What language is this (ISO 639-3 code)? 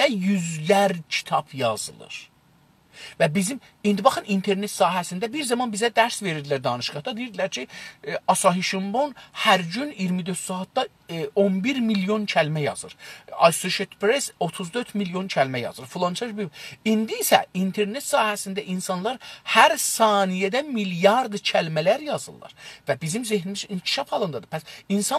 azb